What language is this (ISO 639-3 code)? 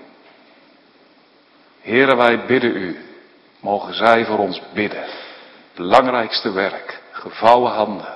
nld